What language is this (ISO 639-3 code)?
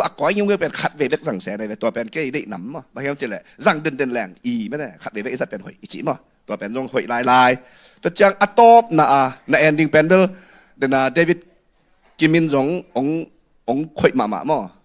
ctd